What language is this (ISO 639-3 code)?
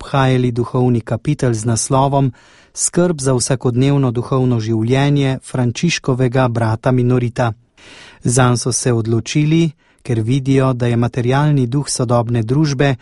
slv